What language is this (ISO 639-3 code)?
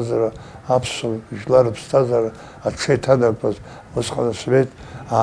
abk